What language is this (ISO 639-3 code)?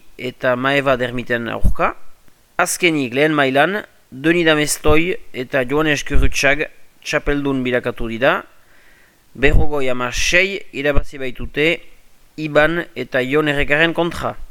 eus